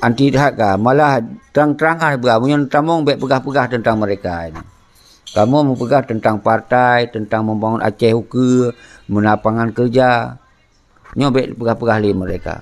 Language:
Achinese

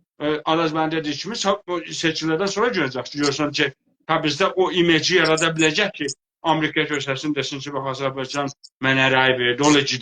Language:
South Azerbaijani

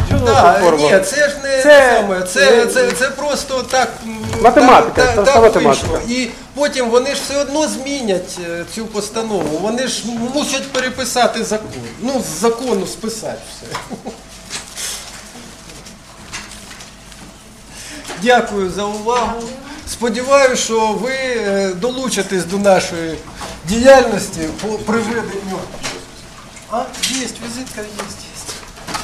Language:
Ukrainian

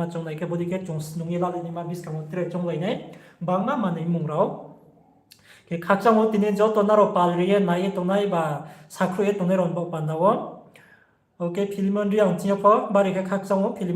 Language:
Riang (India)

